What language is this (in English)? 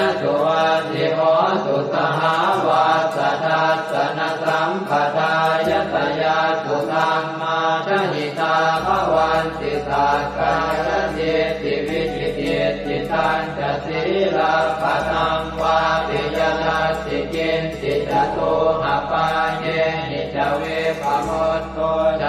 Pali